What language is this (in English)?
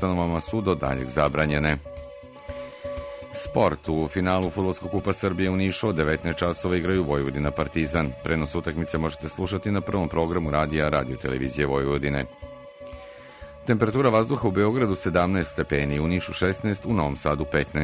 Serbian